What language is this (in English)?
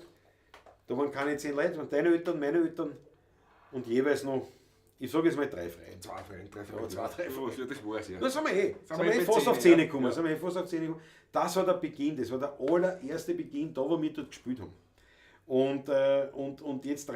Bavarian